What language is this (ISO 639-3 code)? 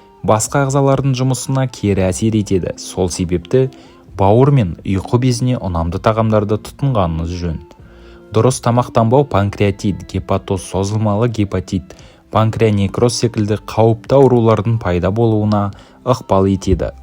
kaz